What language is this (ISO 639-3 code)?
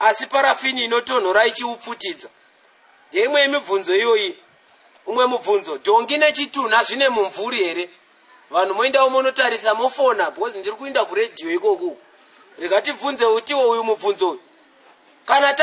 sna